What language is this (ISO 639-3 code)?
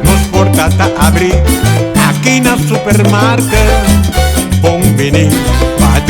pap